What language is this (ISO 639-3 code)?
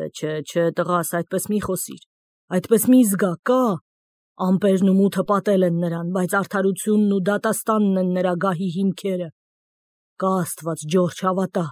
hye